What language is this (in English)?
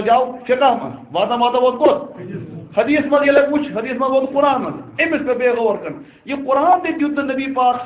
Kashmiri